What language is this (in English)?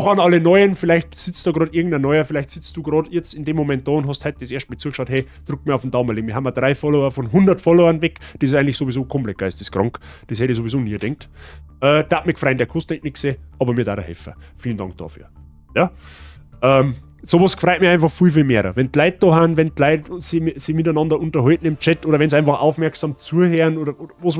Bavarian